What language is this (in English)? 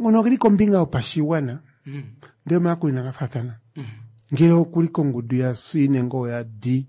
Kuanyama